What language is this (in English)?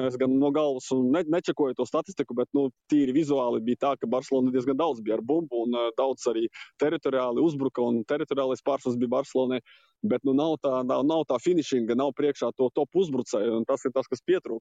Latvian